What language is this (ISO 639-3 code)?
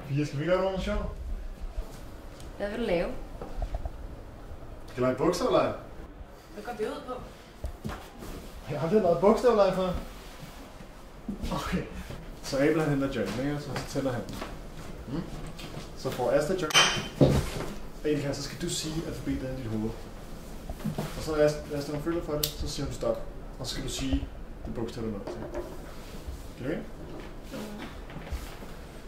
dan